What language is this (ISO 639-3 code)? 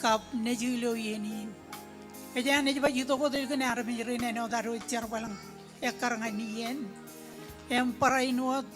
mah